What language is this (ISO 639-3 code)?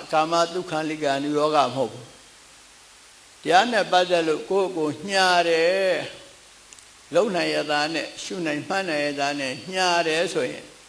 mya